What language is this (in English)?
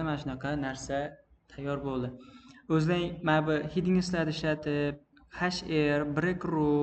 Uzbek